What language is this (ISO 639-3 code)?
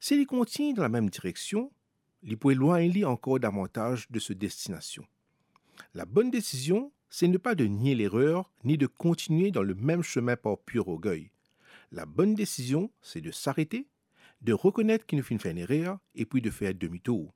mfe